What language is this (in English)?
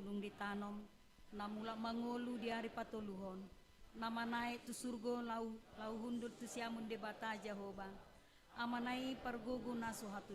Batak Toba